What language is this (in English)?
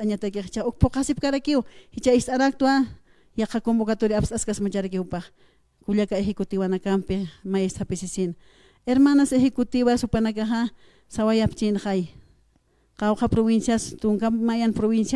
Aymara